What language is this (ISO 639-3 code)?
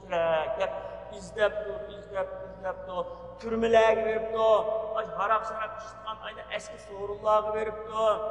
uig